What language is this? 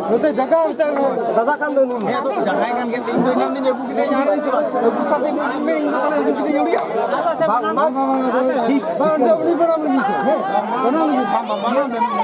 Santali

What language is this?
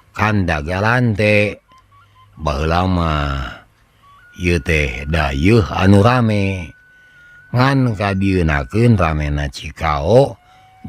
Sundanese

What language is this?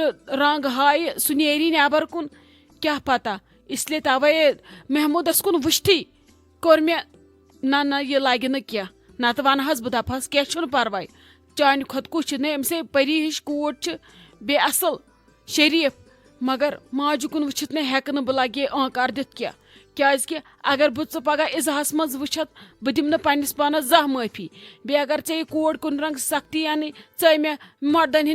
Kashmiri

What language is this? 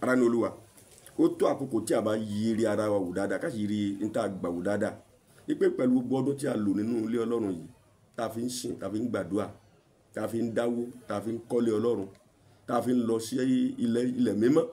Yoruba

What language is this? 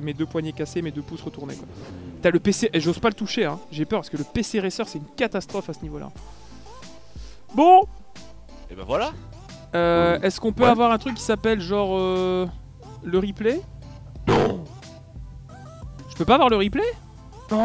French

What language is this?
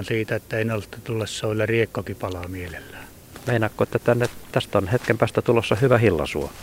Finnish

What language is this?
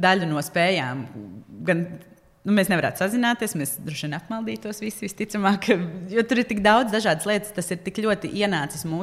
Latvian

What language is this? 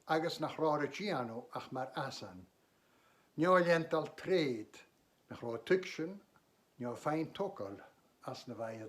Scottish Gaelic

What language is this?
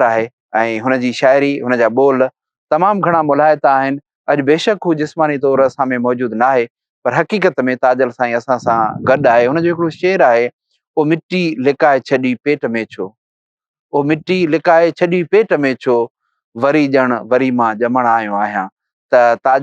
Sindhi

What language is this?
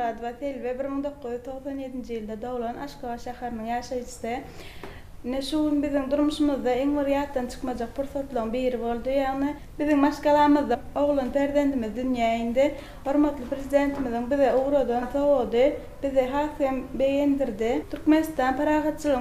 Turkmen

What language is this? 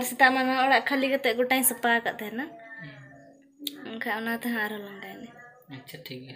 Santali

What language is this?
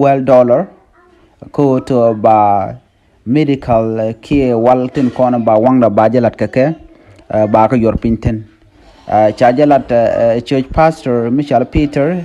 Nuer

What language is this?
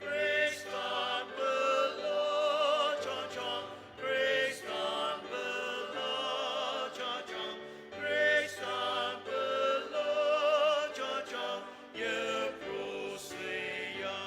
Ao Naga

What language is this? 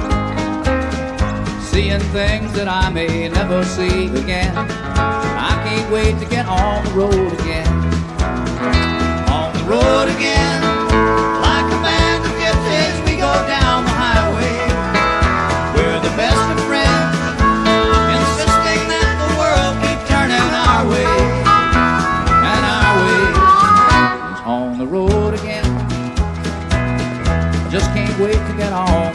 English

